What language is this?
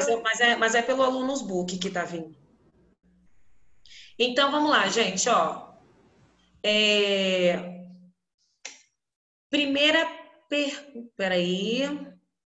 Portuguese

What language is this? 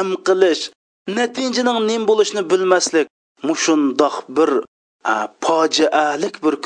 Uyghur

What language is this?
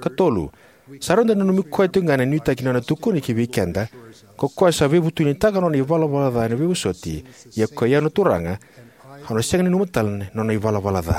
Fijian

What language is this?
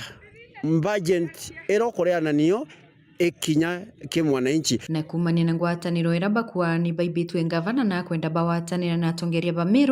Meru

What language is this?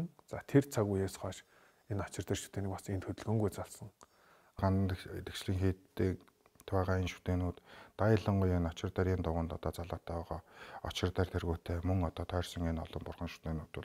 Mongolian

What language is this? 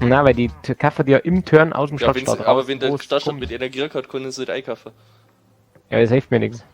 Bavarian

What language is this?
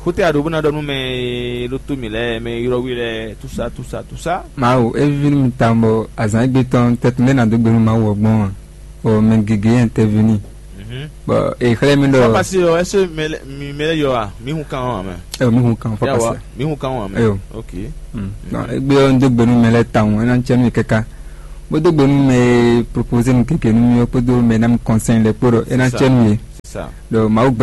Fon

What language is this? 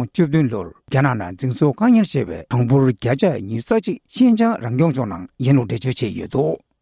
Tibetan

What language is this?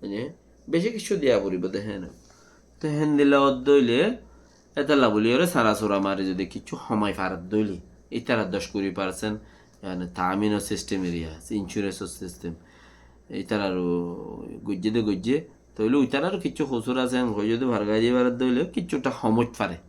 Rohingya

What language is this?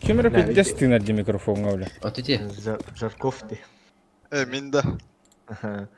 Yakut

